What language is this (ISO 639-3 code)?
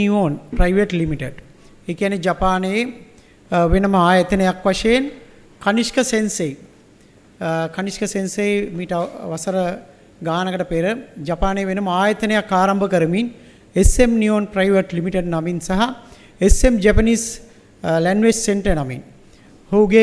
sin